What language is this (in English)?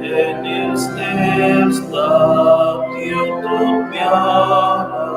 Romansh